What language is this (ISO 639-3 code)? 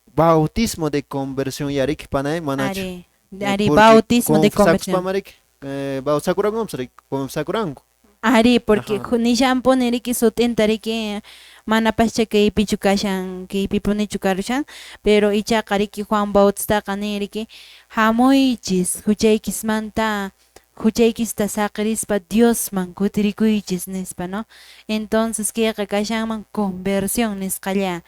que